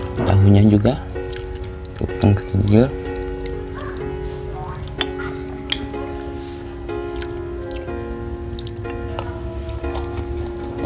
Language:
Indonesian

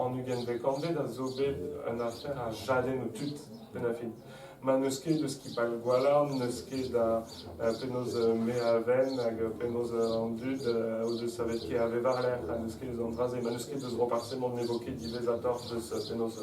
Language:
Breton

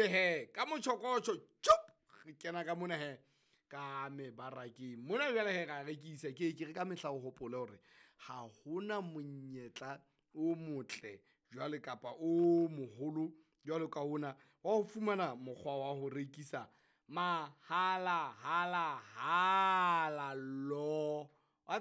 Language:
Southern Sotho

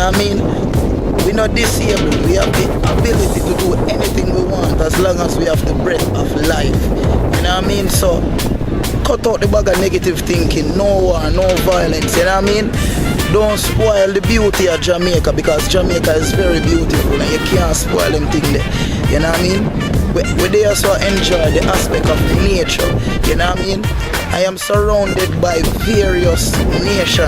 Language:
Jamaican Creole English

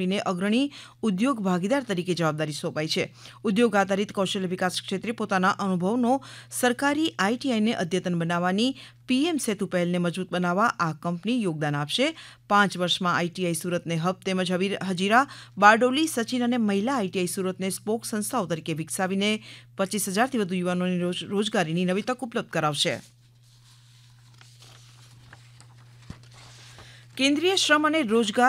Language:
Gujarati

